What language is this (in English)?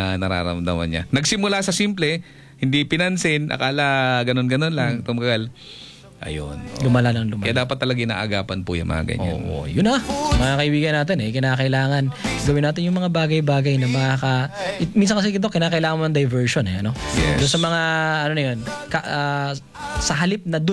Filipino